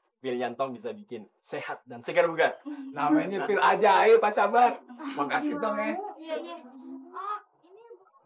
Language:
Betawi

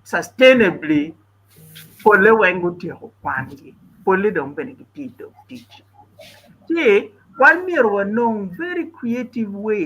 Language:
Acoli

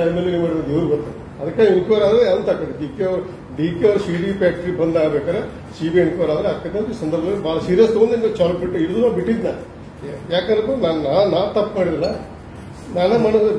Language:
Kannada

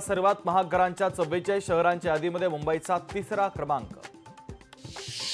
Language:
Marathi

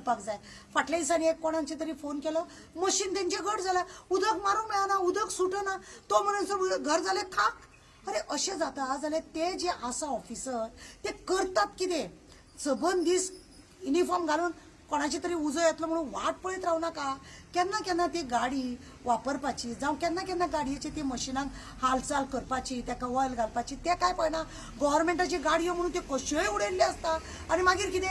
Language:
Konkani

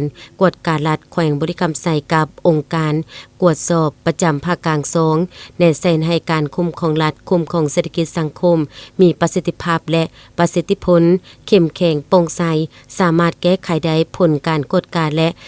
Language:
Lao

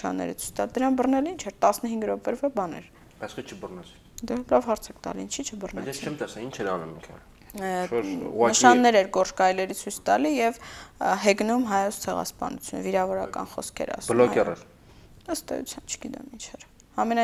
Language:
Armenian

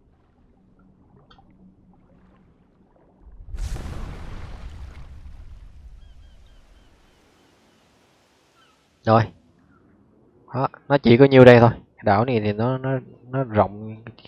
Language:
Vietnamese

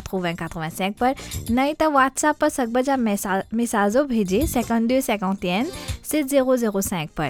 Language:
Bhojpuri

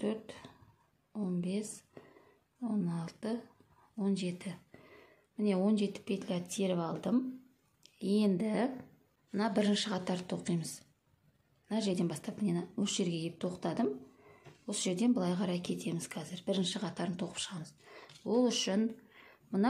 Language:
Kazakh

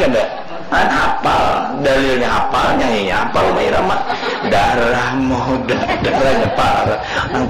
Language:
Banjar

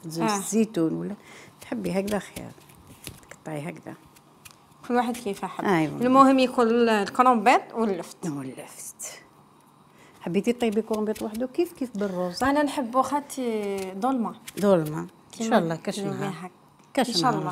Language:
Algerian Arabic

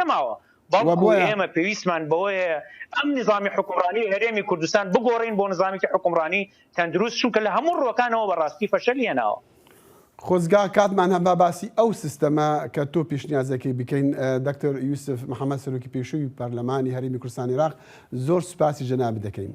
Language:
Central Kurdish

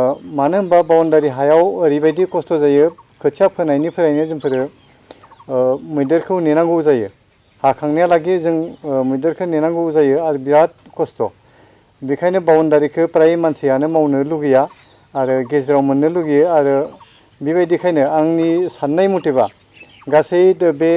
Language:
Bodo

